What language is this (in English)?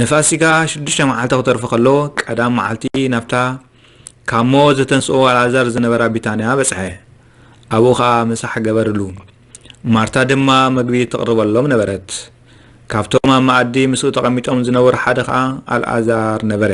Tigrinya